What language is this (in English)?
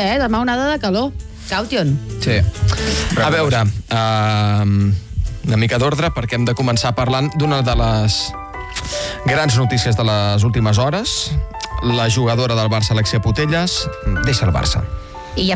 Catalan